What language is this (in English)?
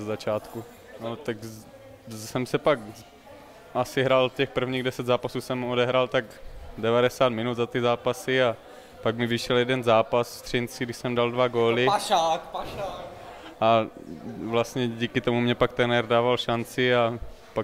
Czech